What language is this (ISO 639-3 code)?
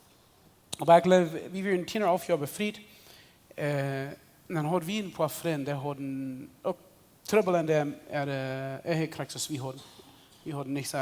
pdt